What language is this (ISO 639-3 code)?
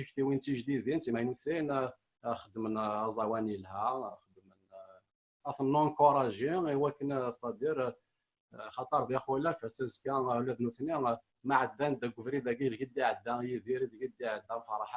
kab